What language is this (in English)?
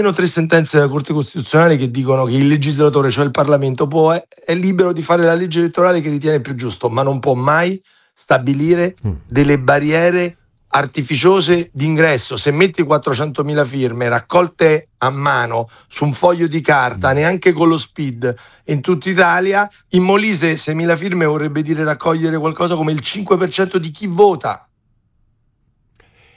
Italian